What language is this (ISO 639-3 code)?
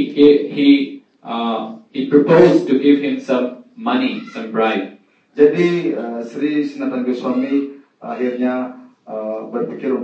ind